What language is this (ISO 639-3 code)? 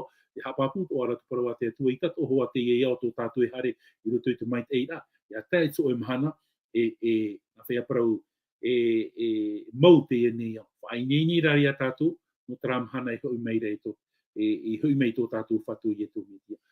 tah